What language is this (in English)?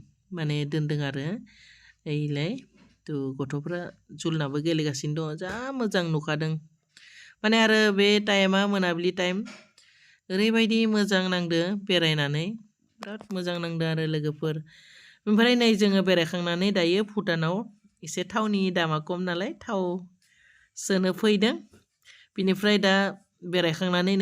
Bodo